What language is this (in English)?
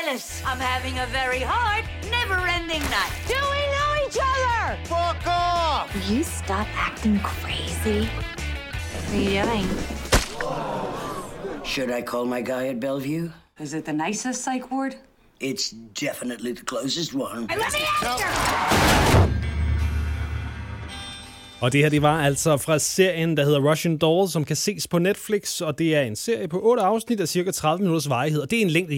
Danish